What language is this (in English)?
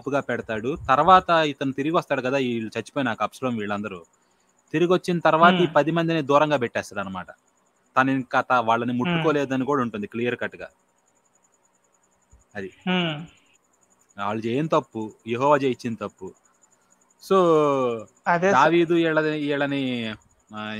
Telugu